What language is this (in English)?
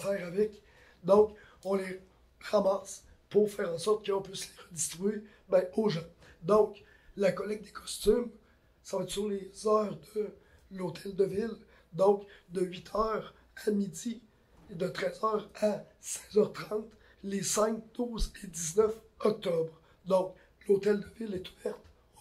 French